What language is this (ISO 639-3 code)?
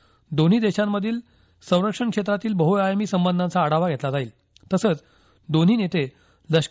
mar